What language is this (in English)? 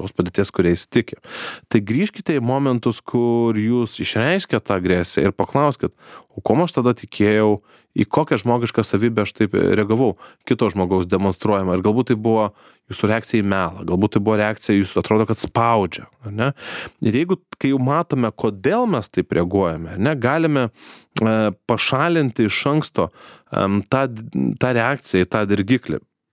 Lithuanian